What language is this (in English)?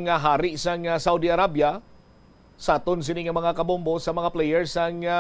Hiligaynon